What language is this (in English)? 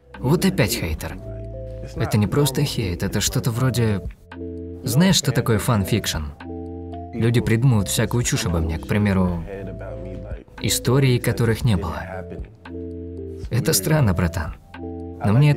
Russian